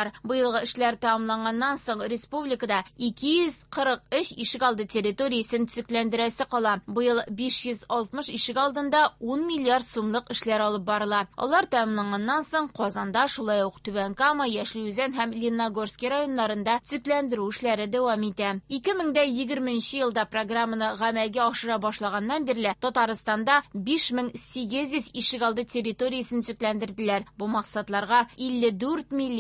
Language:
Tatar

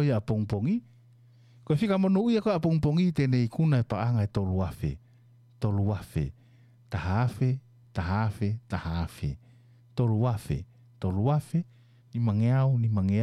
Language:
Tongan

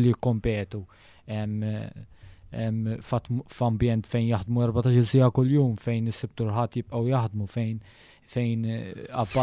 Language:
Maltese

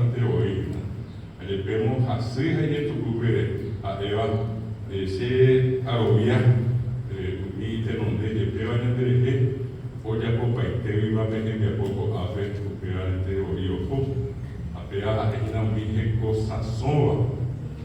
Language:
Guarani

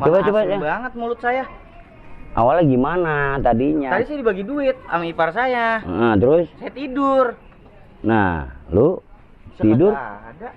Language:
Betawi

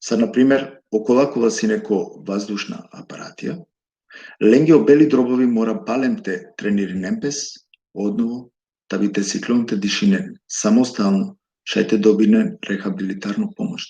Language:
Balkan Romani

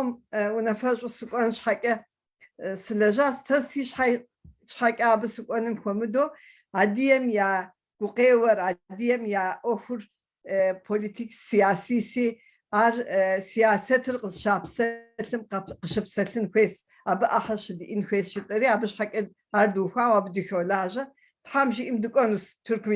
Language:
Kabardian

